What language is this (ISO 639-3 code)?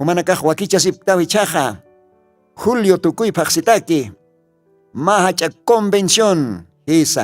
aym